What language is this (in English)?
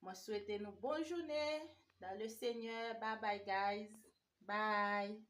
Haitian Creole